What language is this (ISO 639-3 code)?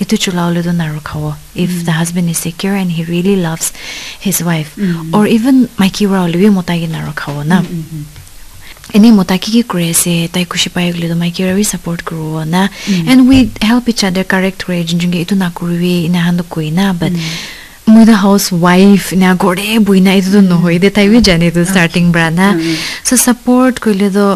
nag